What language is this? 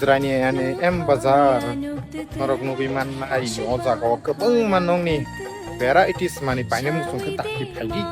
Kok Borok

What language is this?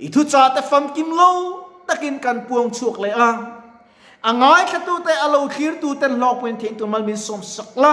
Mizo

